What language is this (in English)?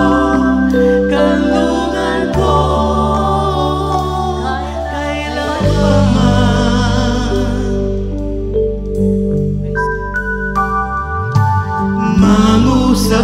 Filipino